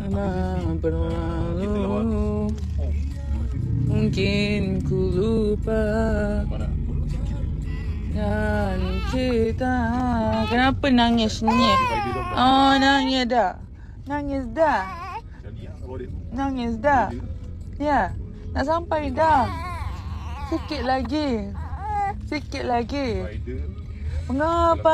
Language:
Malay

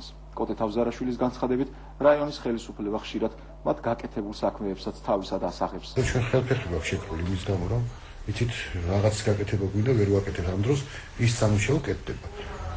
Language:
Georgian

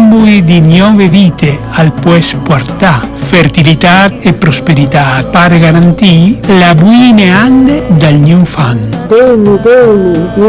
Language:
Friulian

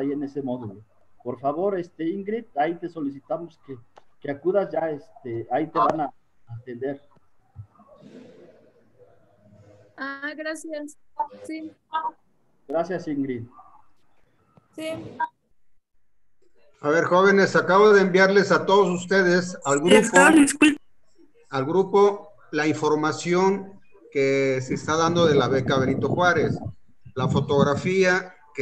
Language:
Spanish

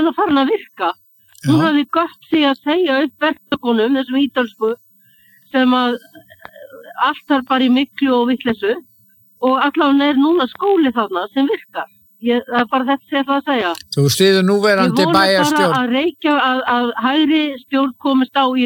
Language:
Icelandic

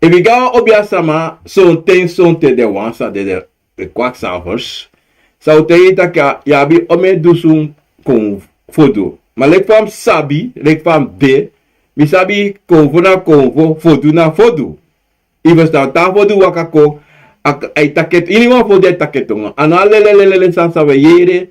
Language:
Sranan Tongo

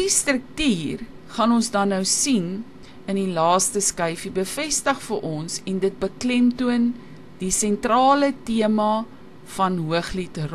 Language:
Afrikaans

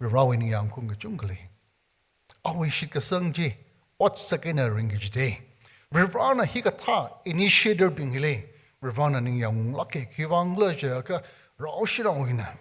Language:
Tangkhul Naga (India)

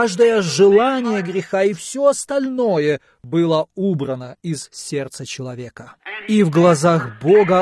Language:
Russian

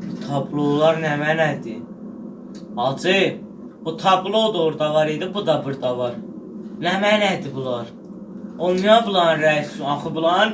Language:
South Azerbaijani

